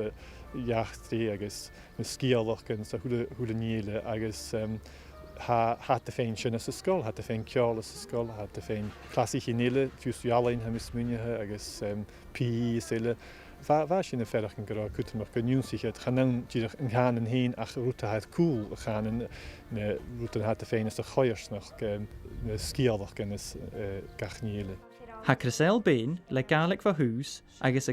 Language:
Scottish Gaelic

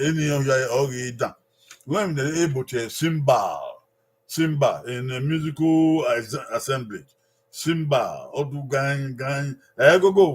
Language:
Bini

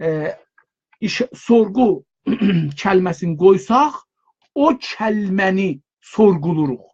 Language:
South Azerbaijani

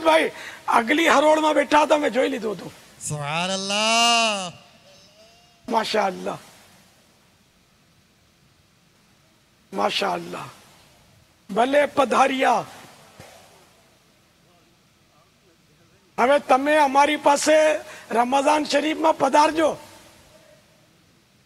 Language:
Urdu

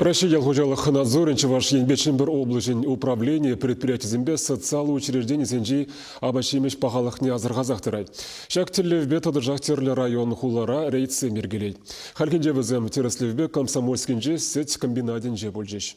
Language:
Chuvash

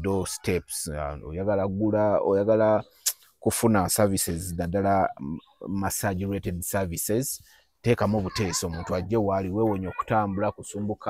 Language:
Ganda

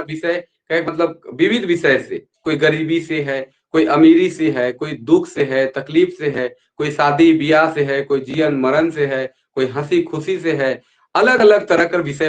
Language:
Sadri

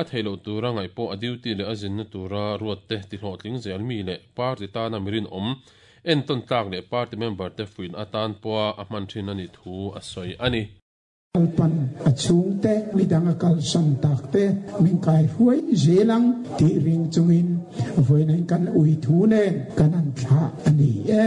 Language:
Mizo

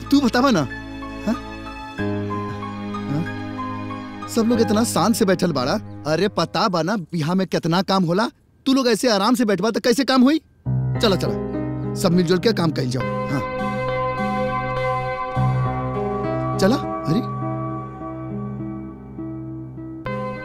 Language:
Bhojpuri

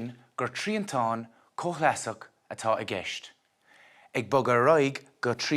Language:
Irish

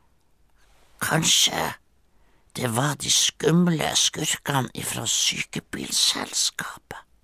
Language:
Norwegian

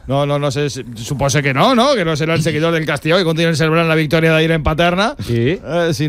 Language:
Catalan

